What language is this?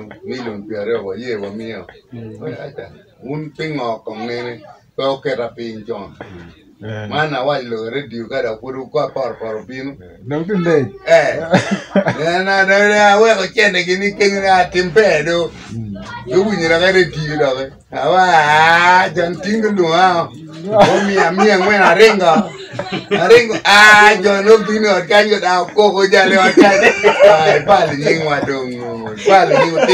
Acoli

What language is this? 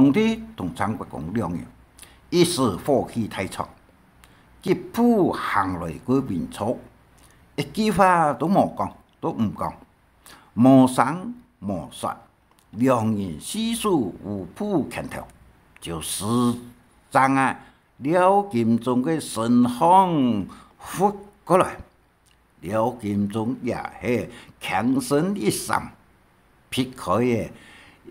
Hakka Chinese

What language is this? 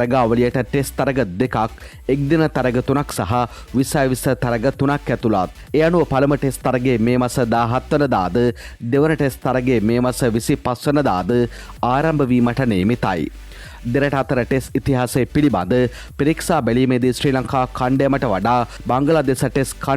Sinhala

